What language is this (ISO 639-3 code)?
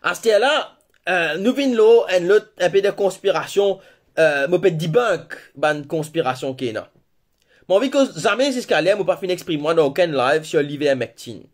mfe